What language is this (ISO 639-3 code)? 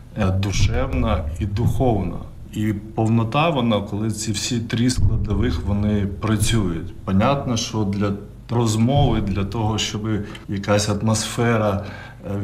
ukr